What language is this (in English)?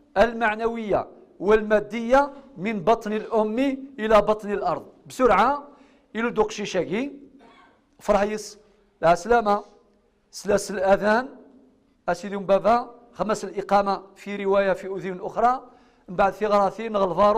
Kabyle